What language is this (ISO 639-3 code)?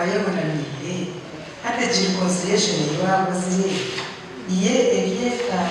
nyn